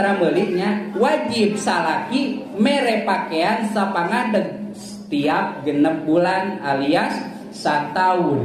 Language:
Sundanese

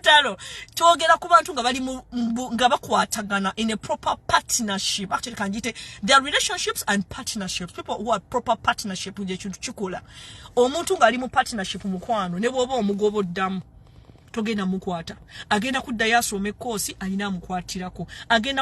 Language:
Ganda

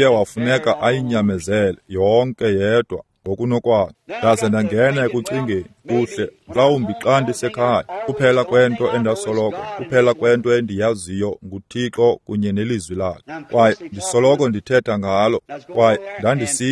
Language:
Xhosa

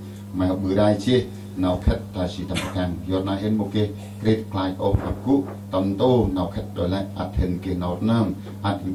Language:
Central Mnong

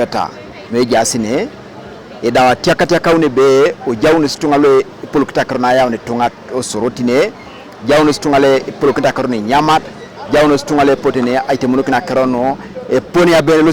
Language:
Teso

